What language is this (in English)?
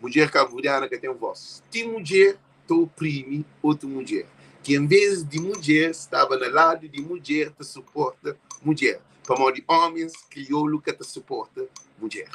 Kabuverdianu